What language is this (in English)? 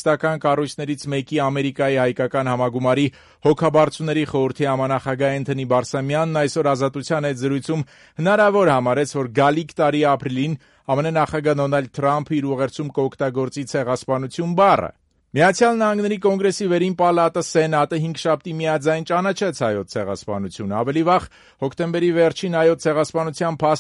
Armenian